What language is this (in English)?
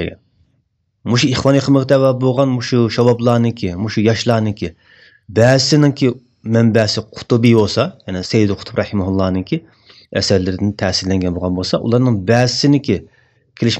Uyghur